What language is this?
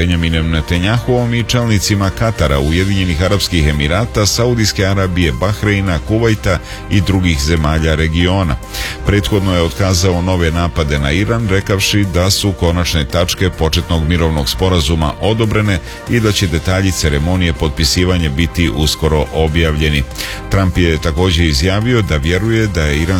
Serbian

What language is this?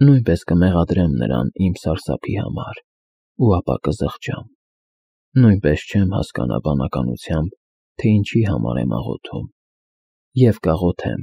Armenian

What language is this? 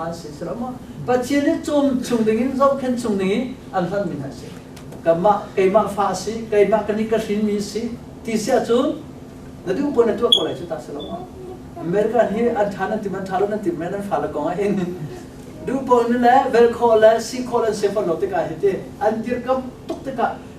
Hakha Chin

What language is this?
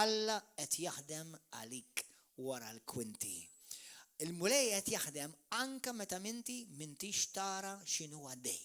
Maltese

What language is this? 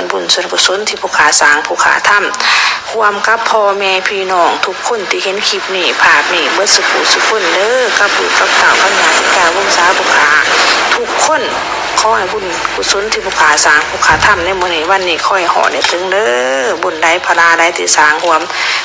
Lao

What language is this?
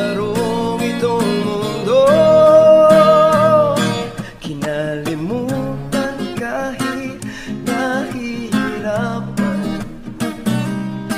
Filipino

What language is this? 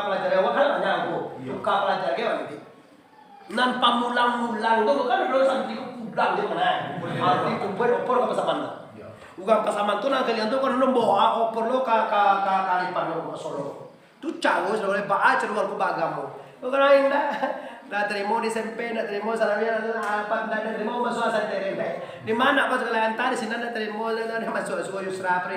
Minangkabau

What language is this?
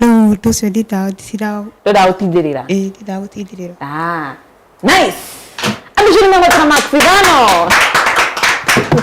Kikuyu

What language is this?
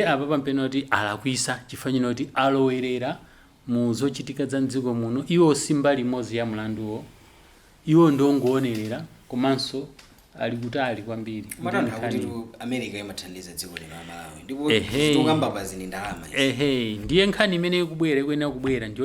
Nyanja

